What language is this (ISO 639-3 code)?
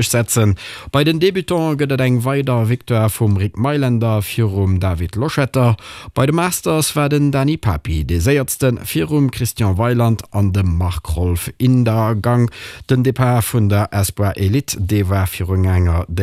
ltz